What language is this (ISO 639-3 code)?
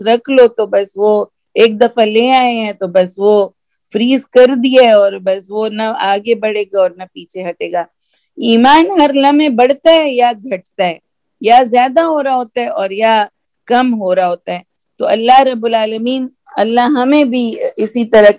urd